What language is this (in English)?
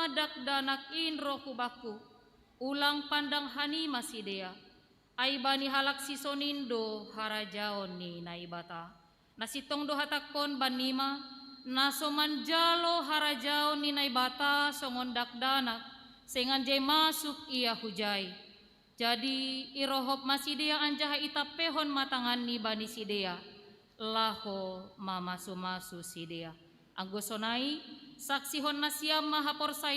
Batak Simalungun